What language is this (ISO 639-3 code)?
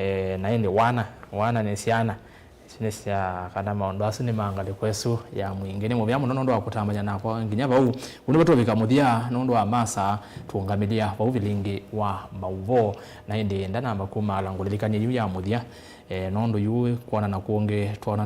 kam